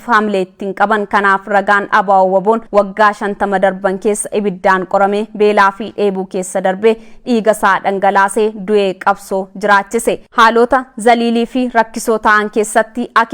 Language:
Oromo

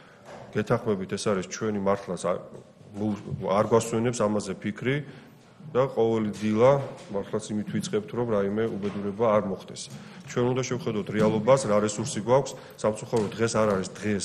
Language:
Georgian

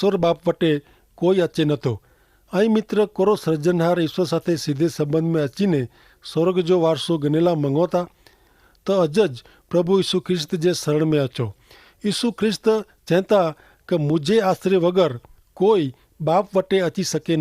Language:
Kachhi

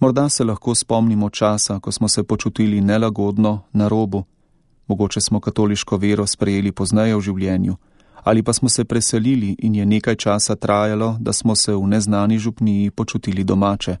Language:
Slovenian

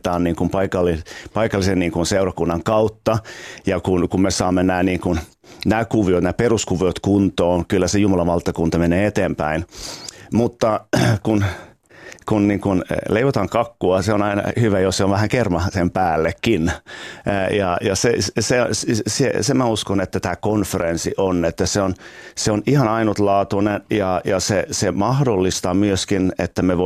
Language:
Finnish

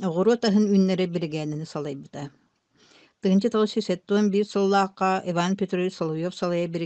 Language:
Yakut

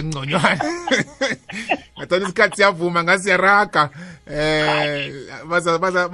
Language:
South Ndebele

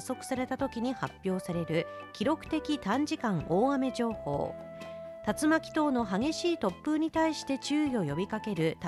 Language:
Japanese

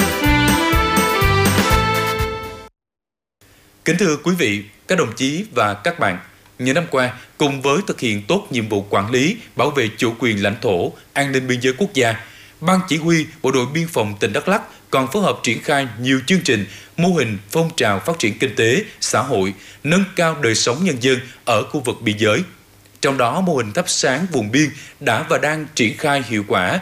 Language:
Vietnamese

